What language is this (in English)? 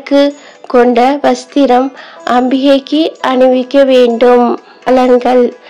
Tamil